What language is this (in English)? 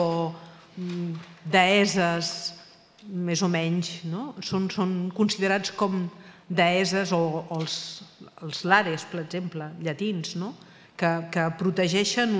Catalan